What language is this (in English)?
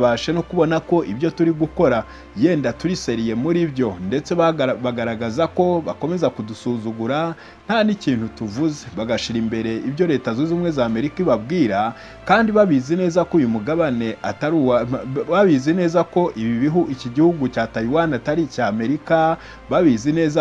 Kinyarwanda